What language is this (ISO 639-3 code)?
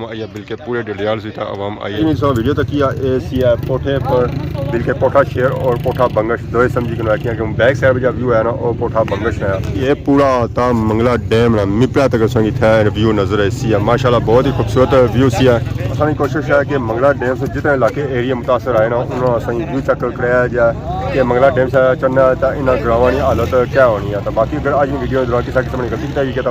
phr